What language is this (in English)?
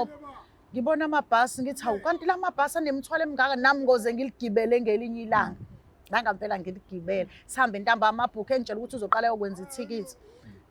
Zulu